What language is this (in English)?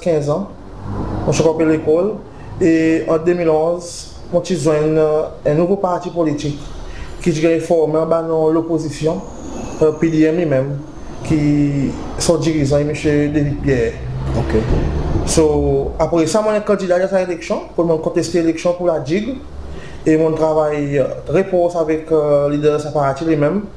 Seselwa Creole French